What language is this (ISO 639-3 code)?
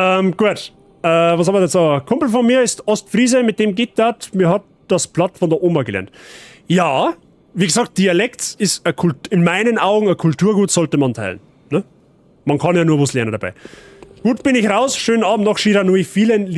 bar